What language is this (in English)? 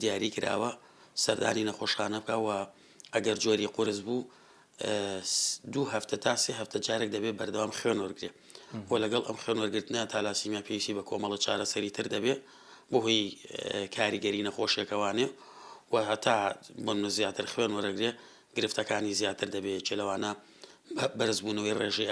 Central Kurdish